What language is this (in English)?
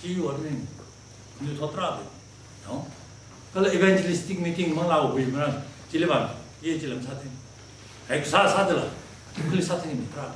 Tangkhul Naga (India)